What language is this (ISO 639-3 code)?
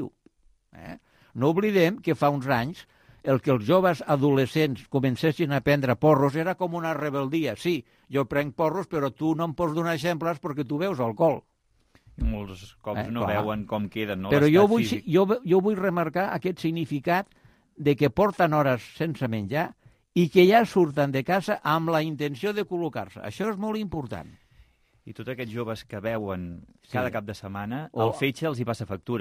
cat